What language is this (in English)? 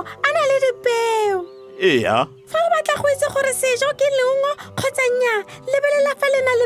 Tswana